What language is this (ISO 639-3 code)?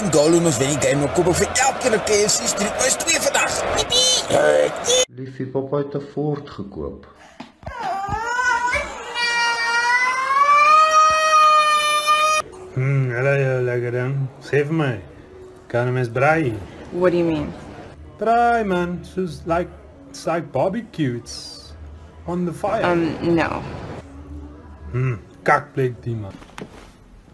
afr